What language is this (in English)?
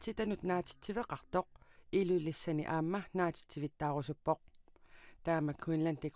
Kalaallisut